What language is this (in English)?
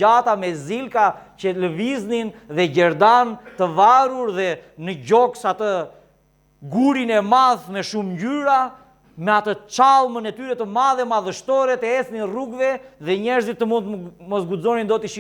Albanian